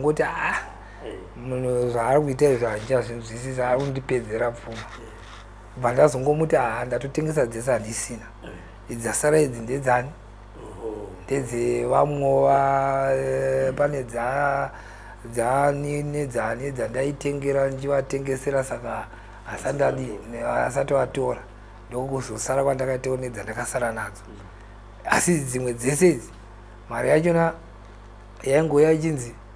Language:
Shona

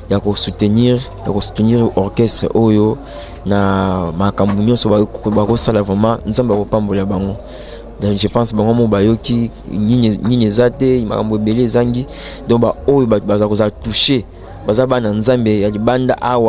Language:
Lingala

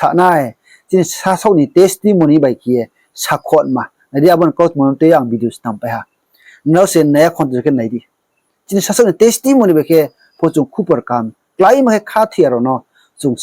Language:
Riang (India)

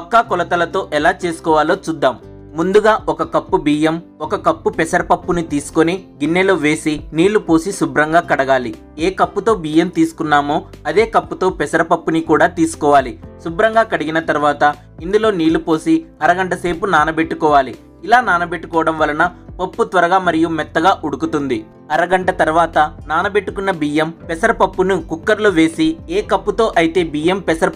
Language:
Telugu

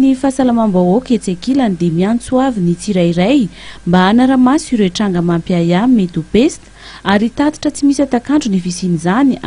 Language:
Malagasy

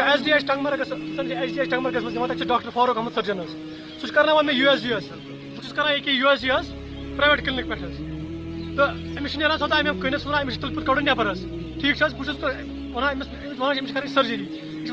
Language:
Kashmiri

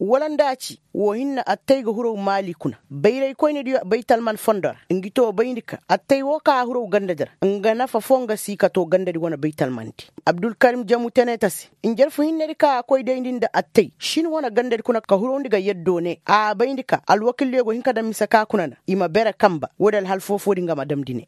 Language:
Koyraboro Senni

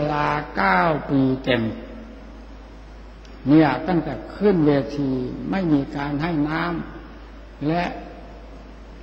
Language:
Thai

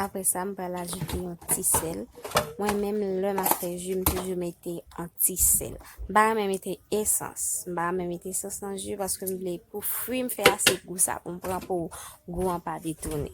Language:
Haitian Creole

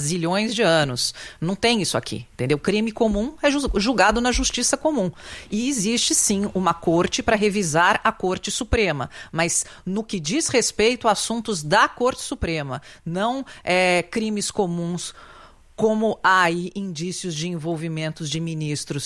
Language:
Portuguese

